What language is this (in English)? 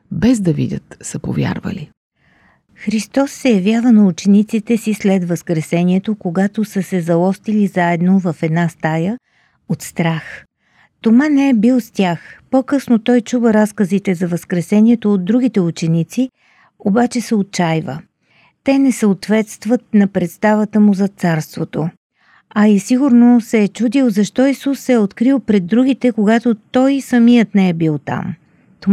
Bulgarian